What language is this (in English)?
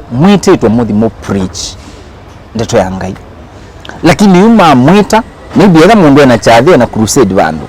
Kamba